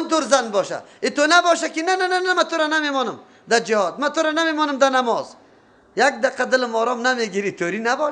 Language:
Persian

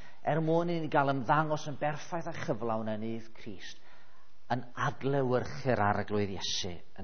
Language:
Welsh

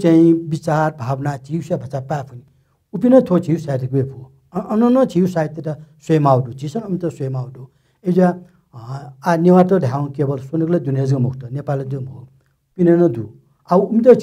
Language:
Newari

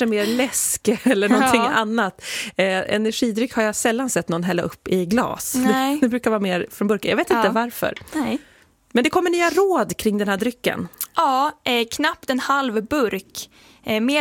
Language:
Swedish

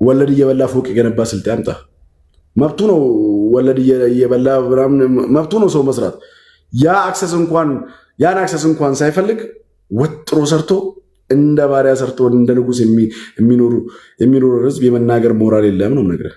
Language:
Amharic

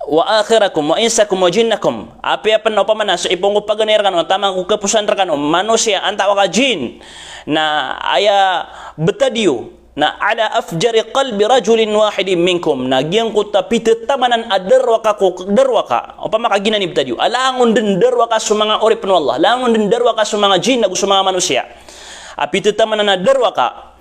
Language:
Maranao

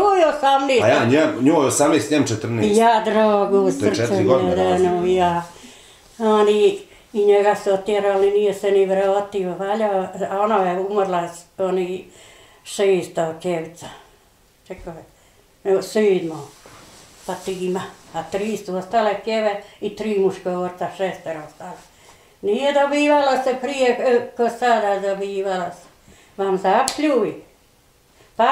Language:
Bosnian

